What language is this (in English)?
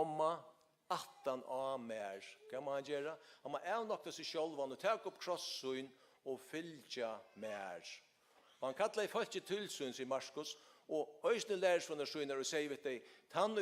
Faroese